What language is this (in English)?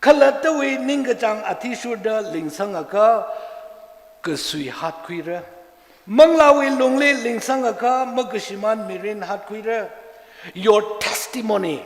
Tangkhul Naga (India)